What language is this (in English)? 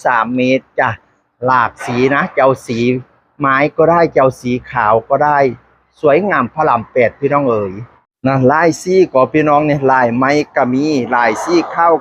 Northeastern Thai